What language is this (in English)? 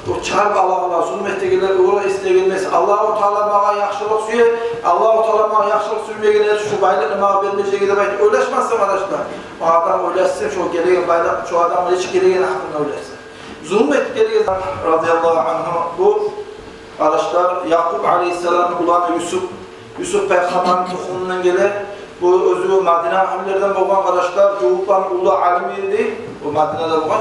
Kumyk